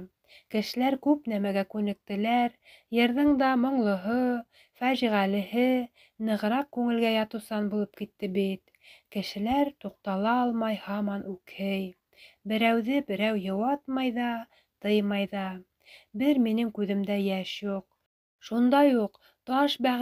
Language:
Bashkir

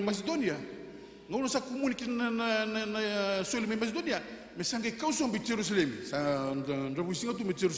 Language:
Fijian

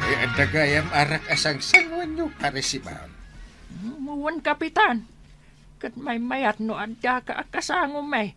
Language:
Iloko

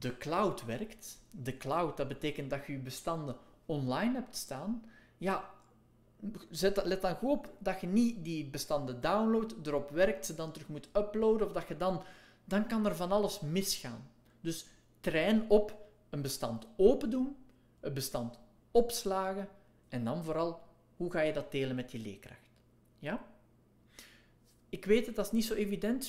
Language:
Dutch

